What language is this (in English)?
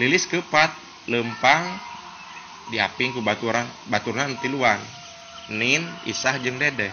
Sundanese